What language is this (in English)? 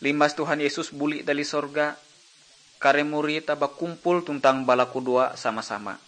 Ngaju